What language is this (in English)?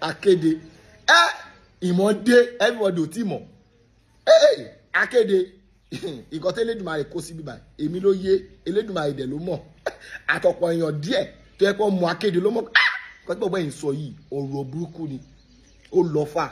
Yoruba